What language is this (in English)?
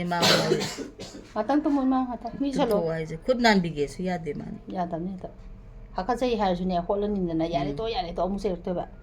Manipuri